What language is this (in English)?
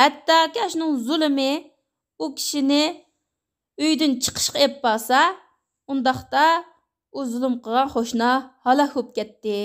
Uyghur